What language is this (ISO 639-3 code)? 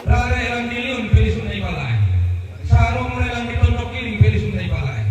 sda